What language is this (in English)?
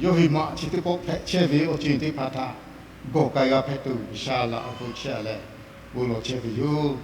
Lahu